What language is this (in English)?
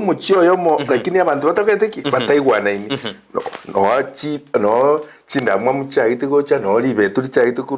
Gusii